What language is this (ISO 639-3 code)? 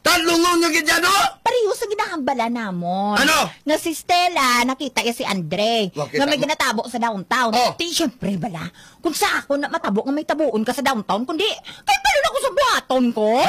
hil